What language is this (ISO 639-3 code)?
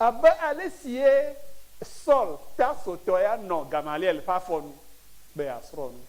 ewe